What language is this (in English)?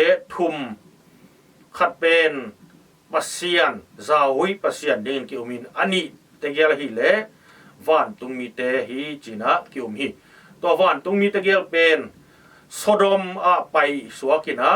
Tedim Chin